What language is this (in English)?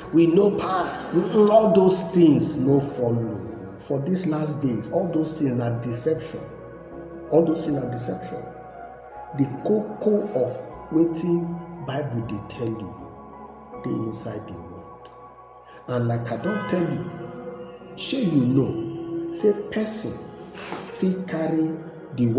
Nigerian Pidgin